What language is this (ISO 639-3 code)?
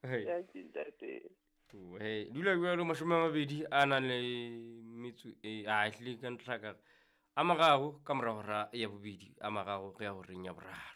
sot